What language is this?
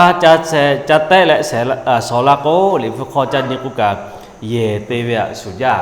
Lahu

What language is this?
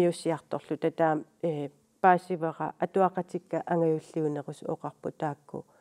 Kalaallisut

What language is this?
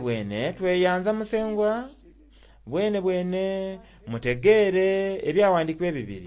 Soga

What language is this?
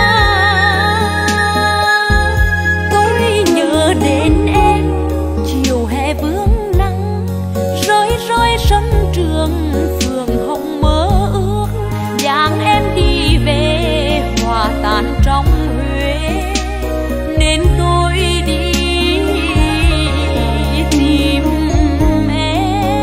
Vietnamese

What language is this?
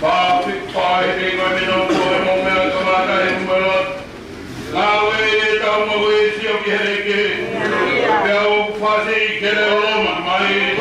Tongan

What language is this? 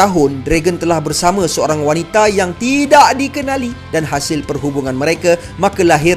Malay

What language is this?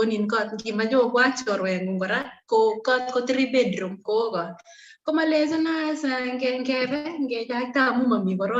Kalenjin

